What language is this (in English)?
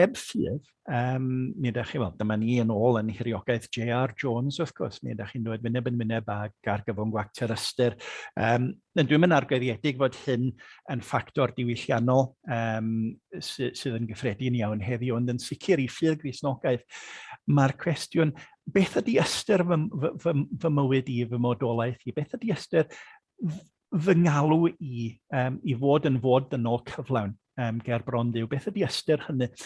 Welsh